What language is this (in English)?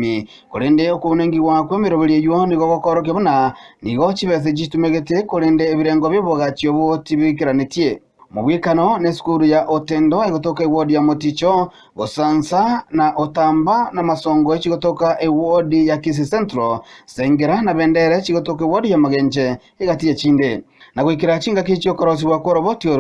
Gusii